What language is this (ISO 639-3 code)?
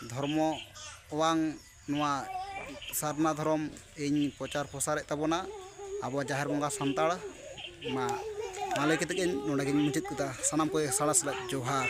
sat